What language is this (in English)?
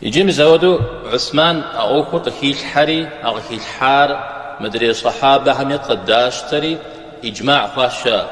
Kabardian